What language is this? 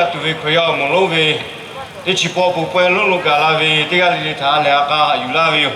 Lahu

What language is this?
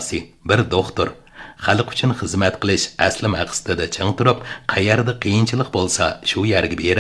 Uyghur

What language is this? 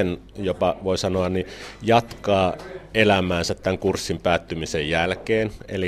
Finnish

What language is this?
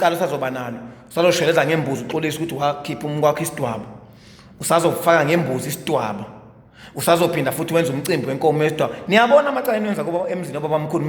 Zulu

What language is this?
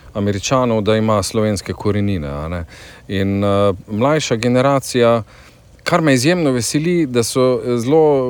Slovenian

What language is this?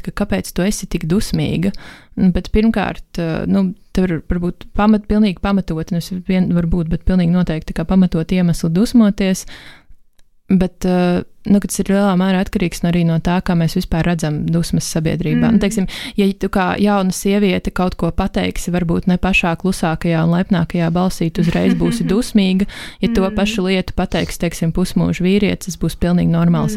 Latvian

